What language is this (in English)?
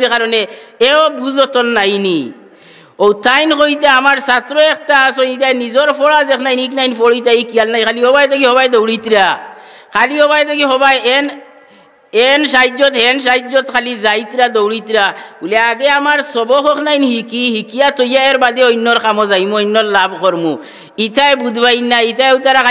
Sylheti